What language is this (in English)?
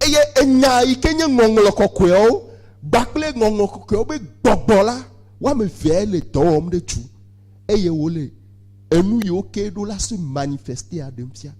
Ewe